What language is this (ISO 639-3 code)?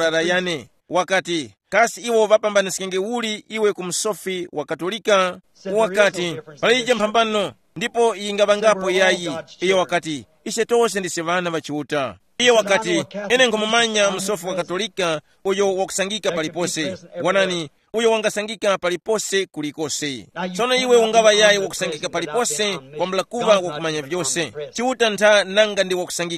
tum